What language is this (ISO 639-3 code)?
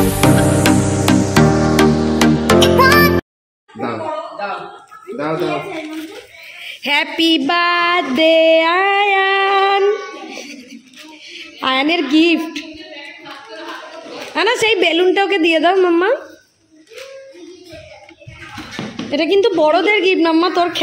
ben